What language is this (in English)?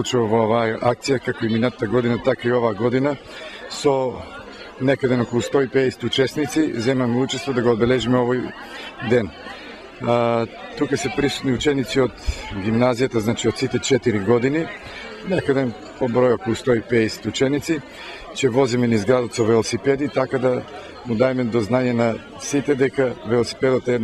Macedonian